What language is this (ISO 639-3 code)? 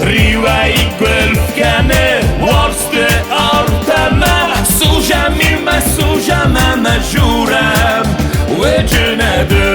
oss